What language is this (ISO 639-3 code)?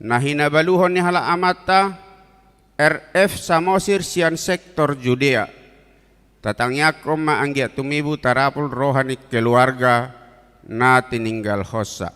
bbc